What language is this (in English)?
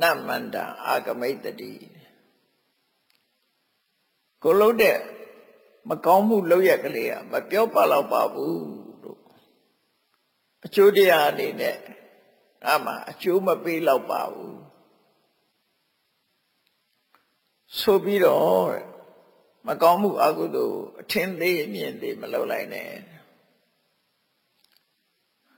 Burmese